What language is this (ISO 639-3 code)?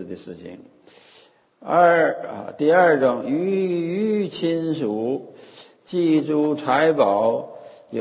zho